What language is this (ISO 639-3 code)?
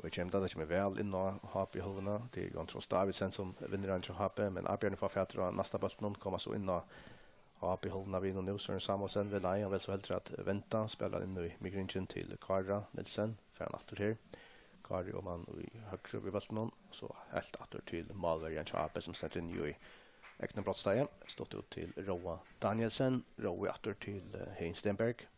fao